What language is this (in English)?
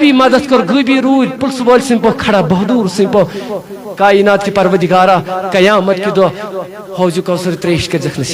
Kashmiri